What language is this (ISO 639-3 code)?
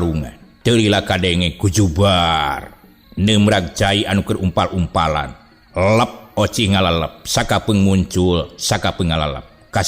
sun